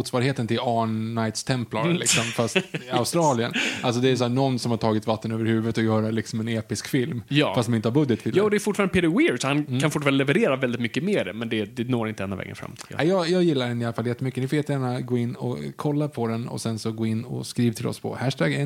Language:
Swedish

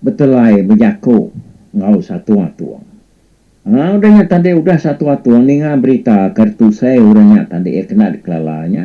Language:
Iban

